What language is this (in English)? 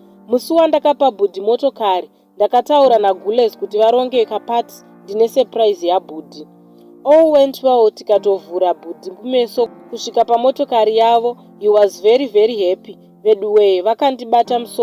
Shona